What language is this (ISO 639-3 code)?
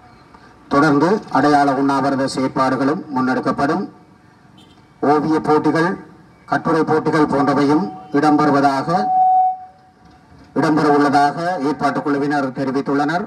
tam